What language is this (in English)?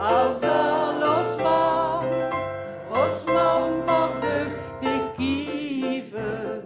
Limburgish